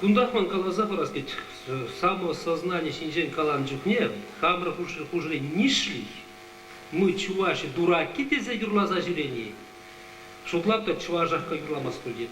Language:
Chuvash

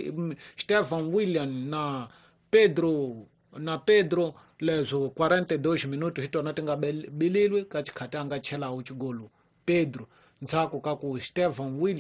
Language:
Tsonga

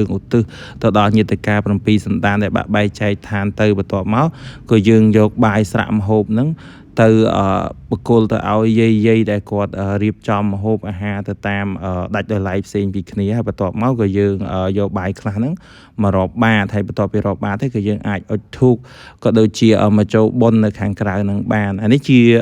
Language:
Khmer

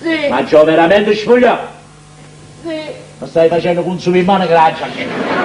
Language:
Neapolitan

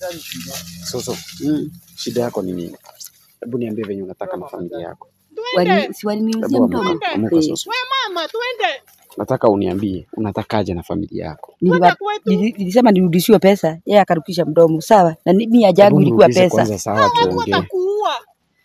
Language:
Swahili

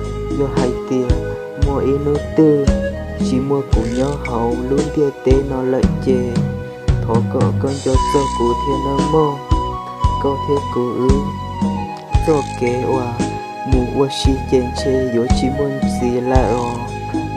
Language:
Hmong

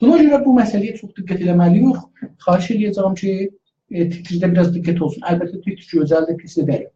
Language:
South Azerbaijani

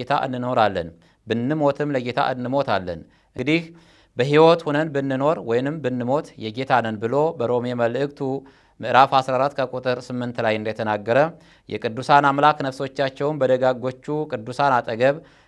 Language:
Amharic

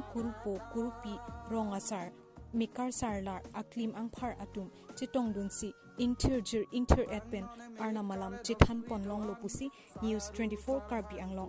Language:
Karbi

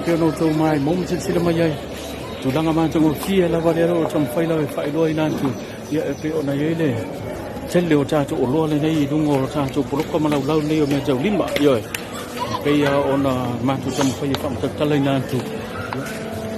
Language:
Samoan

